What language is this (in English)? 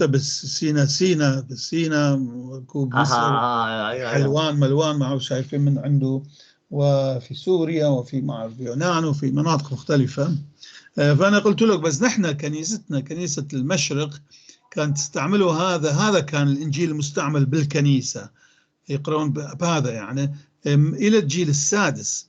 North Levantine Arabic